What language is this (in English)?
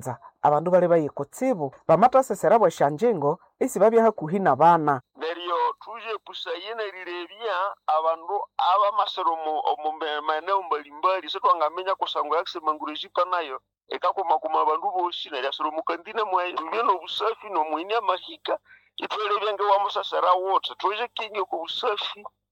Nande